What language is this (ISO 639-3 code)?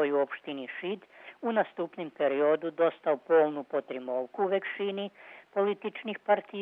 rue